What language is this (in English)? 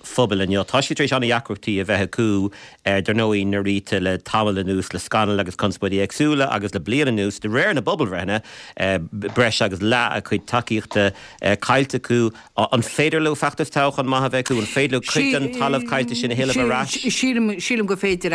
Irish